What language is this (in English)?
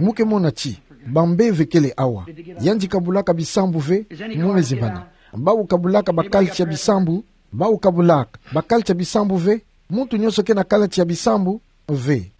Kituba (Democratic Republic of Congo)